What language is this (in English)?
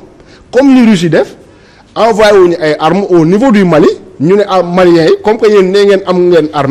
Wolof